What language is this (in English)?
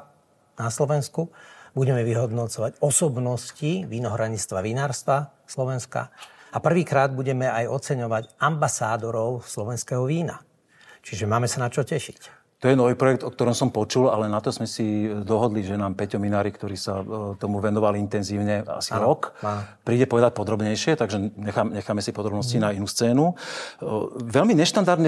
Slovak